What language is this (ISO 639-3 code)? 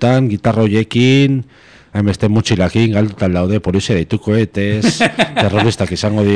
eus